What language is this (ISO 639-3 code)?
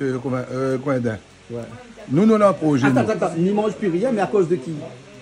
rcf